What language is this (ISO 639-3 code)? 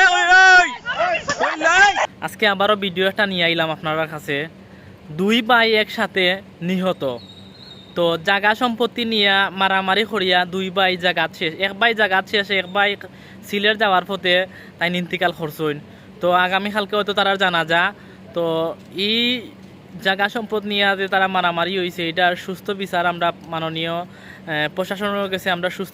syl